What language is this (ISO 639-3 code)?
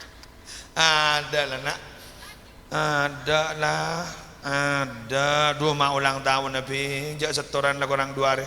mad